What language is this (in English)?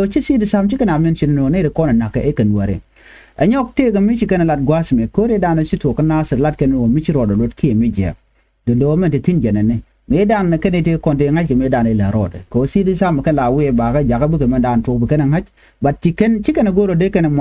Nuer